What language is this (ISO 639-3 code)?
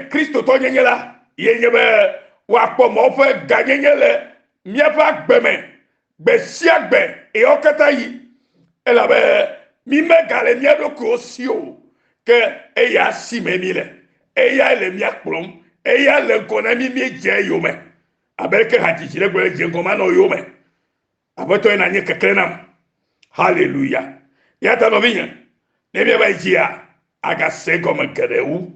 ewe